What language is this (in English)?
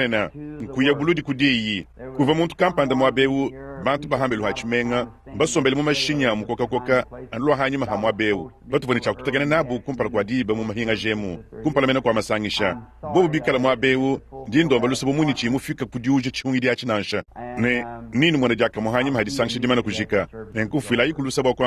Luba-Lulua